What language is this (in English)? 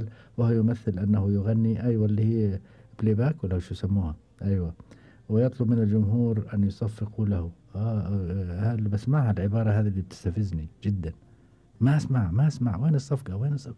Gulf Arabic